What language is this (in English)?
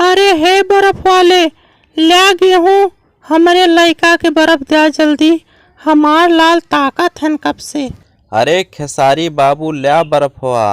Bhojpuri